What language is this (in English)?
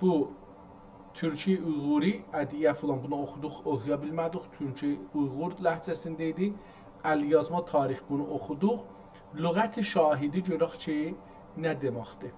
South Azerbaijani